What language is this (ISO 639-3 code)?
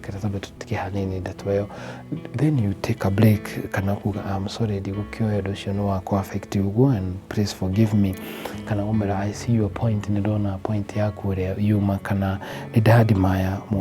kik